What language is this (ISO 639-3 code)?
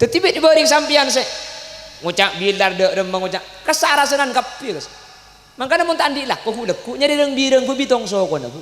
mad